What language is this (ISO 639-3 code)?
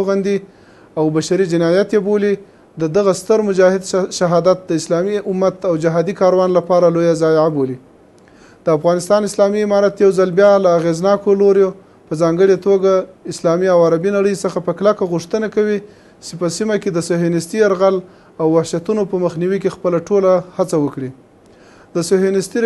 pus